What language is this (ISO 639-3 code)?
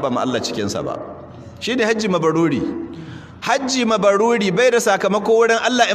hau